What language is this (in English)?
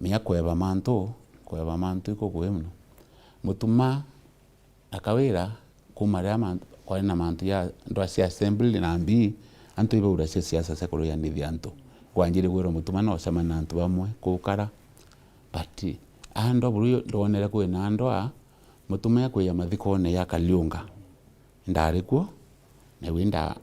Meru